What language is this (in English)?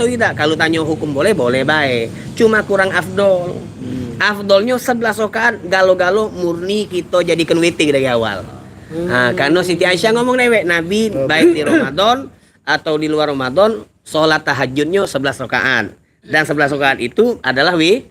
Musi